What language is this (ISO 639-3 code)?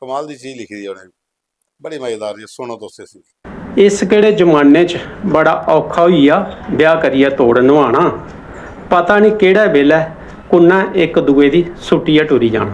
doi